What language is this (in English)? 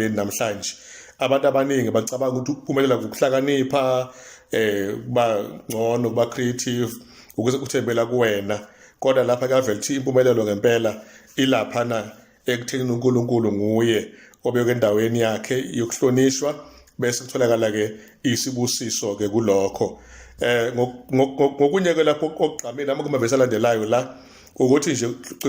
Zulu